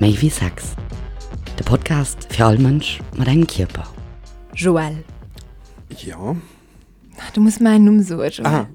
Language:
Luxembourgish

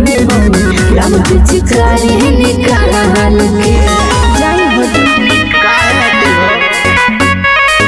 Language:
Bhojpuri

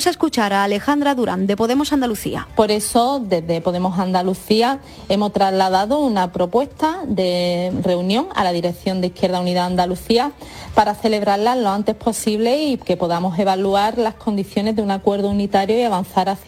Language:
Spanish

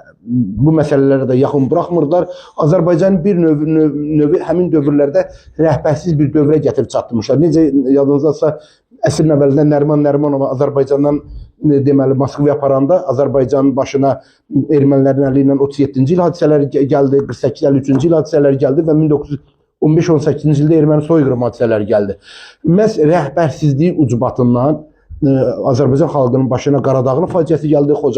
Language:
Azerbaijani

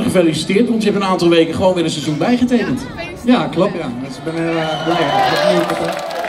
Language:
Dutch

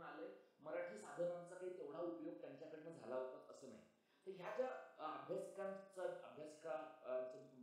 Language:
Marathi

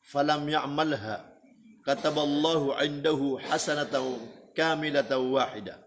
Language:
Maranao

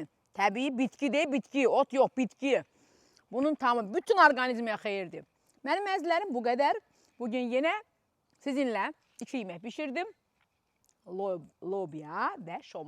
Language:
Azerbaijani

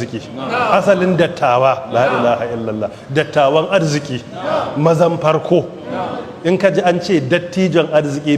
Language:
Hausa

